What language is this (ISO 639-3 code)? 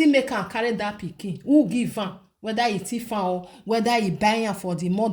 pcm